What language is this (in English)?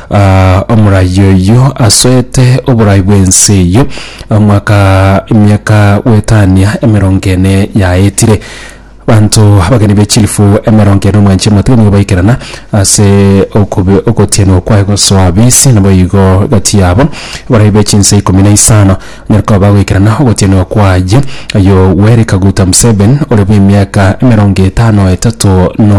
Gusii